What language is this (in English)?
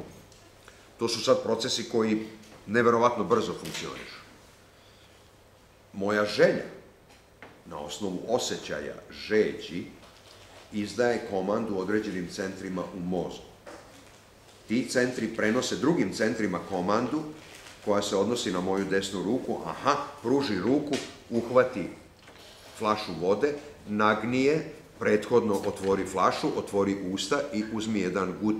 Serbian